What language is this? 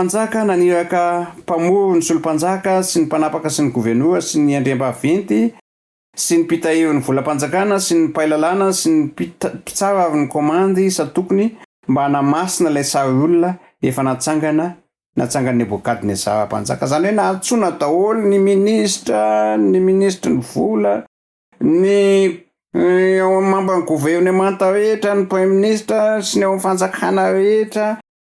Malagasy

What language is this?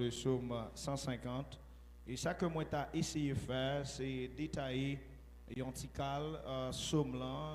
Haitian Creole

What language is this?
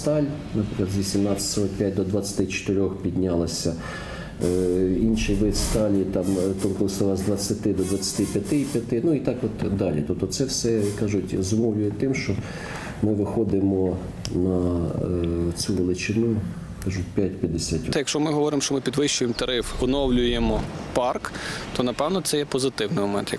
Ukrainian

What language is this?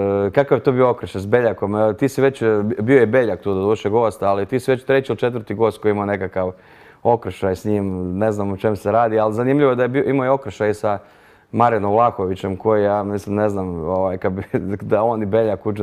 Croatian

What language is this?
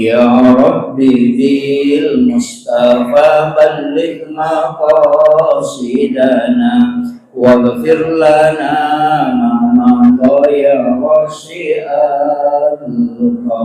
Buginese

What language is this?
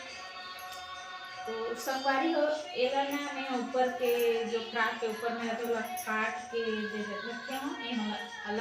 Chhattisgarhi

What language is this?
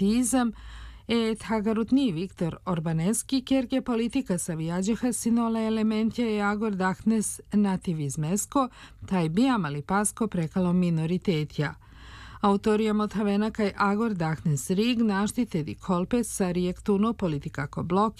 Serbian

